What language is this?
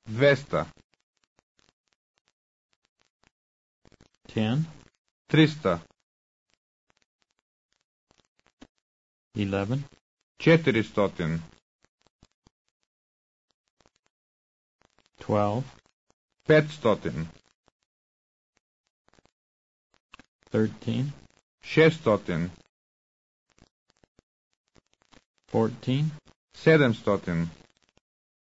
Bulgarian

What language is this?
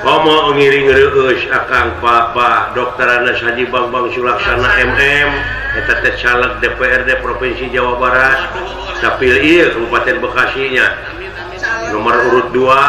Sundanese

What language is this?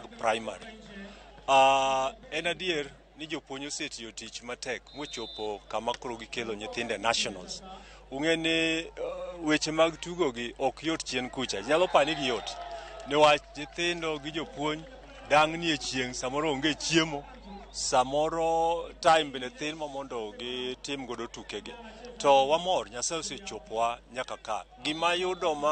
Luo (Kenya and Tanzania)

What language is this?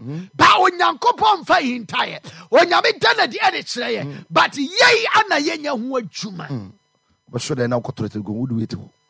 Akan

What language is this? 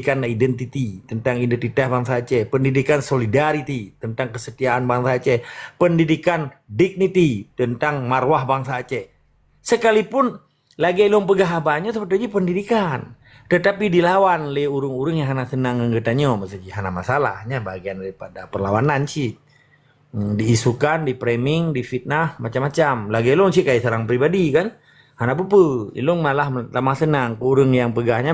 Achinese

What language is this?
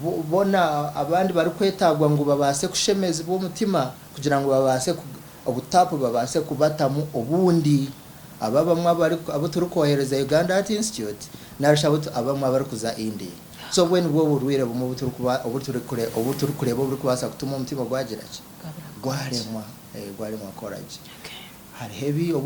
Nyankole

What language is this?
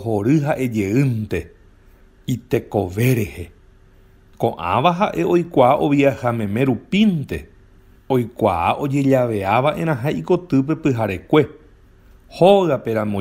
Guarani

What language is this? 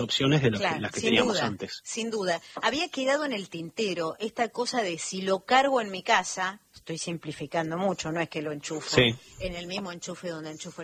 Spanish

